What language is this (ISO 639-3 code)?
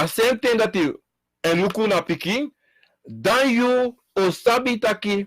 srn